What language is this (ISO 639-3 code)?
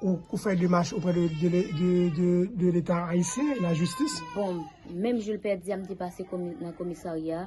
hat